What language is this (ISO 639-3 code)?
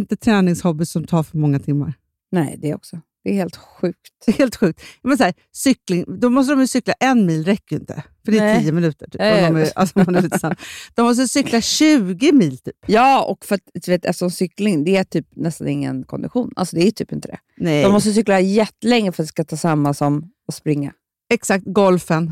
swe